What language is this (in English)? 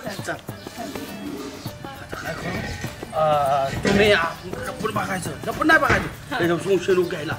Marathi